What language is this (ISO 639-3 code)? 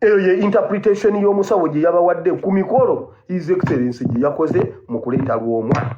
lug